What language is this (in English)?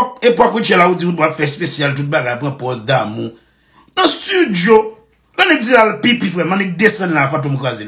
Haitian Creole